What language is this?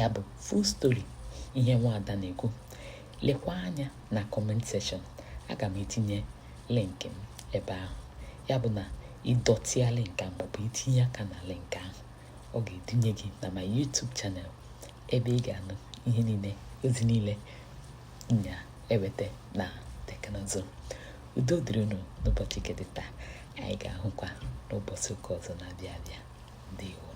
Igbo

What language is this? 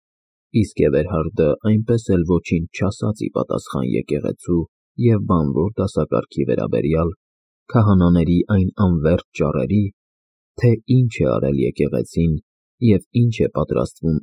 Armenian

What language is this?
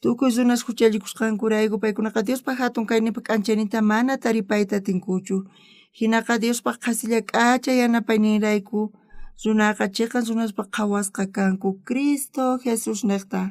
South Bolivian Quechua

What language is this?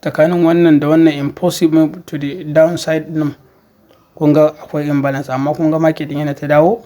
Hausa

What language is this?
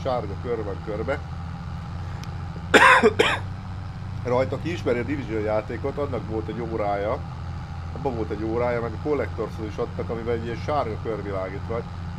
Hungarian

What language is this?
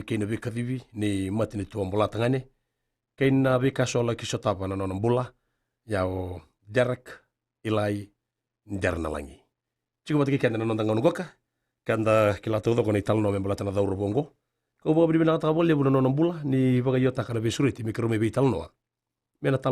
Fijian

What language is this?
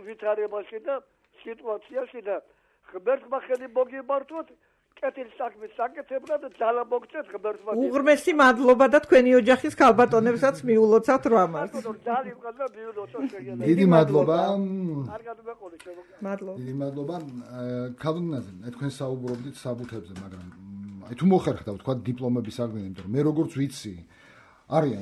Georgian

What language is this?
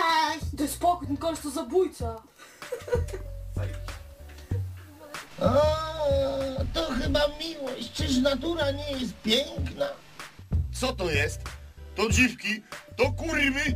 Polish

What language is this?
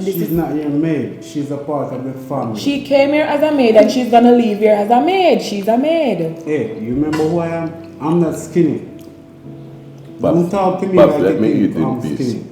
Jamaican Creole English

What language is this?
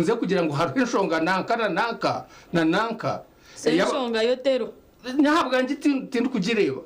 Nyankole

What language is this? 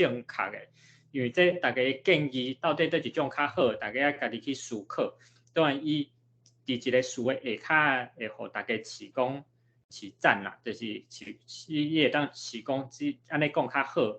Min Nan Chinese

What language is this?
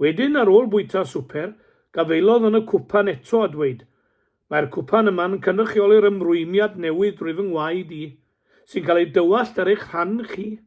Welsh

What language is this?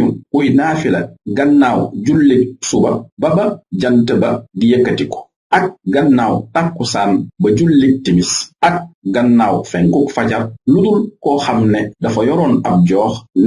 Wolof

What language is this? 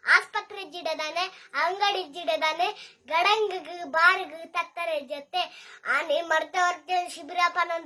Tulu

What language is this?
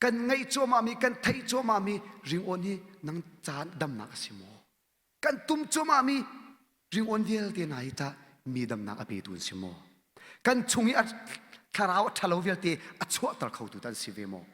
Hakha Chin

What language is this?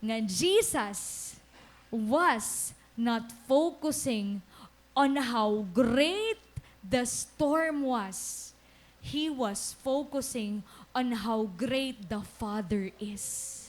Waray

